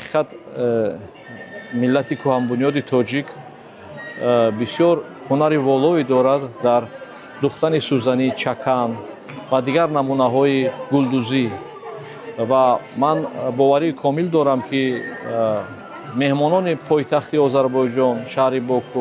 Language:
Tajik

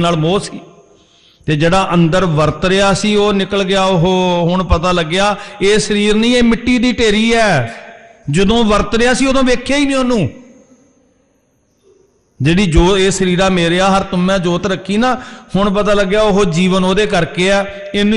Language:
Punjabi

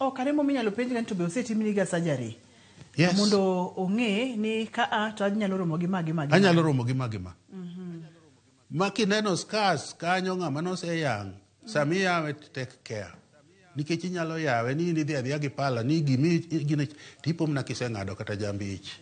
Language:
Luo (Kenya and Tanzania)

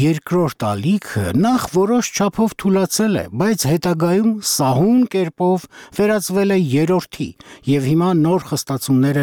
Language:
Armenian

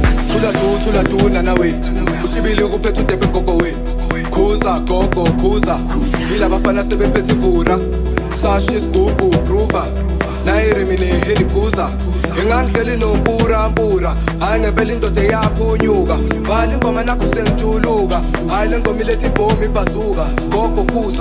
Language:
Zulu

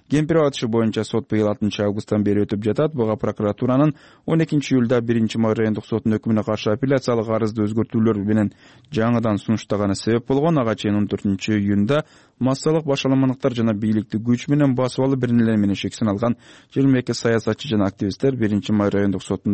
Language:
Kyrgyz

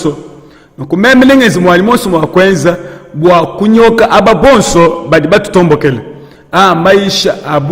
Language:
Luba-Lulua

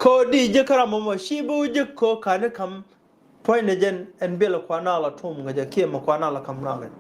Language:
Nuer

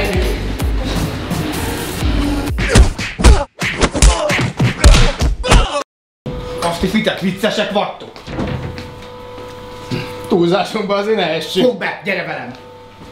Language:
Hungarian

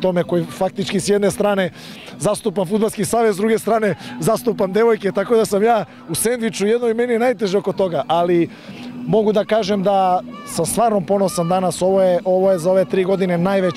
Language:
Serbian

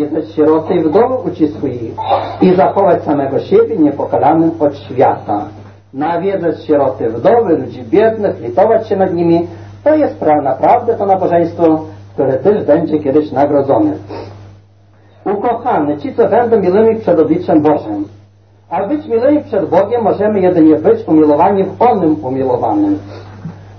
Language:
Polish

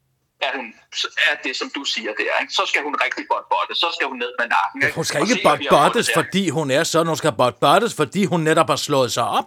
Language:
Danish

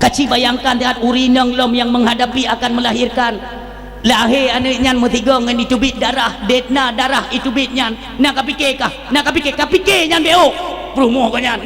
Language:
Achinese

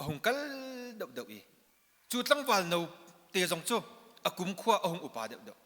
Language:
Hakha Chin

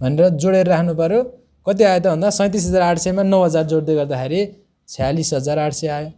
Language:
Nepali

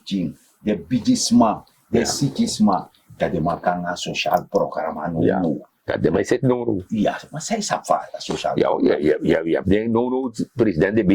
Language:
Sranan Tongo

